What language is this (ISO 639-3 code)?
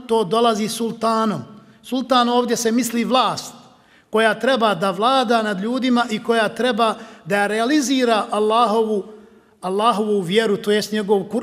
bos